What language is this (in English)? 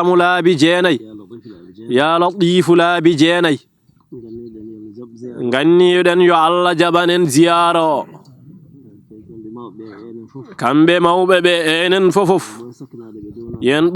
Fula